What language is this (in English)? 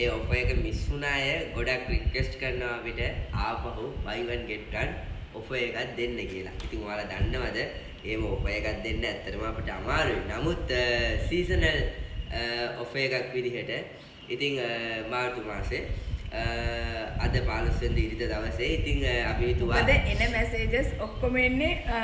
Sinhala